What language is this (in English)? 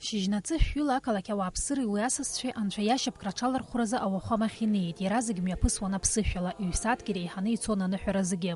Abkhazian